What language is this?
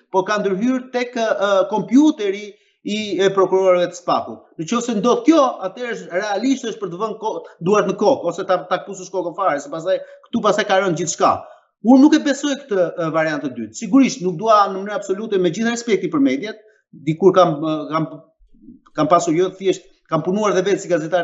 Albanian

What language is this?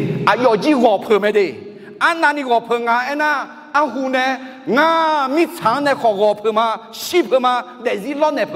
Akha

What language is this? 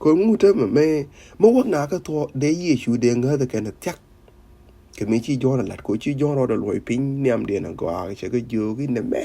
Nuer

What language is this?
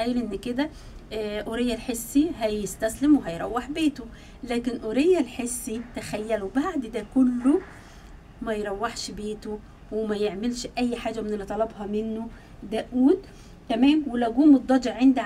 Egyptian Arabic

